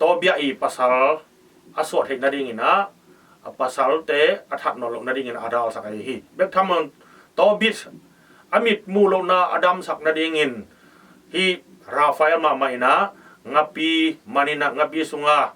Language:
Tedim Chin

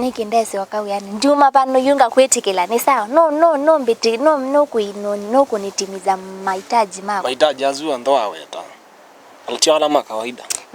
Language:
Kamba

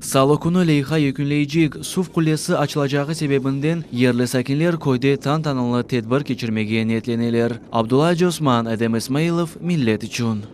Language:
Crimean Tatar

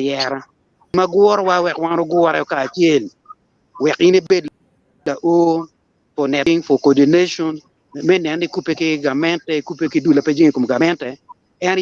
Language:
Acoli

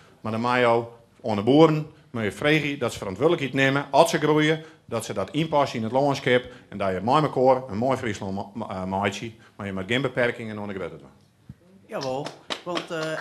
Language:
Western Frisian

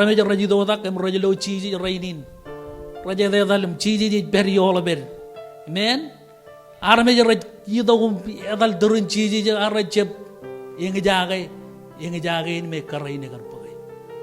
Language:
Marshallese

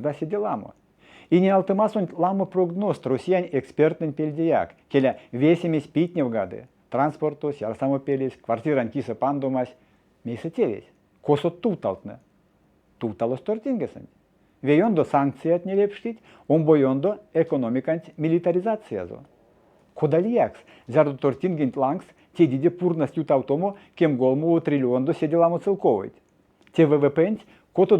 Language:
Erzya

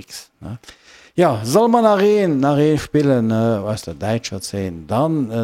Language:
Luxembourgish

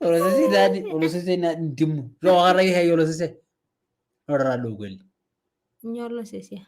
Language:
Masai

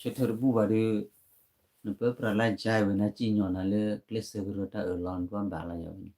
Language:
S'gaw Karen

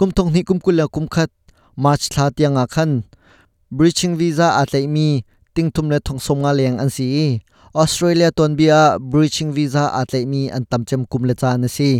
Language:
Hakha Chin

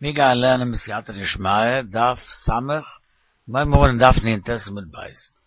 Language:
Yiddish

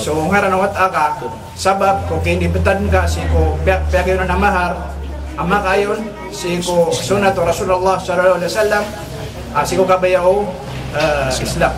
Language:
Maranao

